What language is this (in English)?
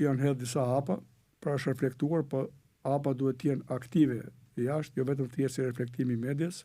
Albanian